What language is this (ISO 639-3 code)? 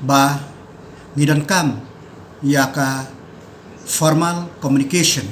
kha